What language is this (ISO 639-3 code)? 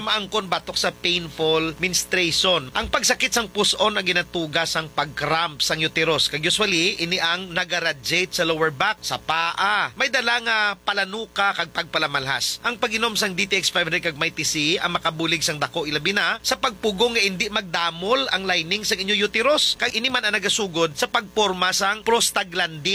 hil